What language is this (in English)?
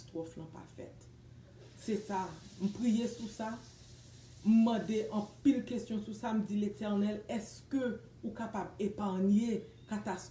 Haitian Creole